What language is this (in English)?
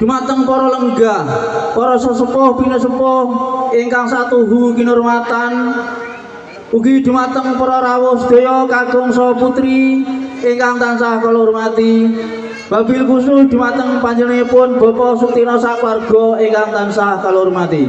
Javanese